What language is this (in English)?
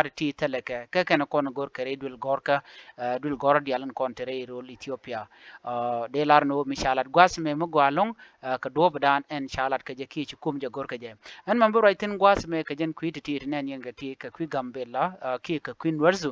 Nuer